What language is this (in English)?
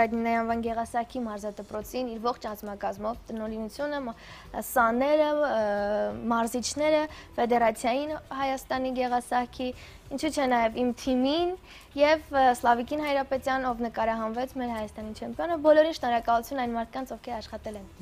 Armenian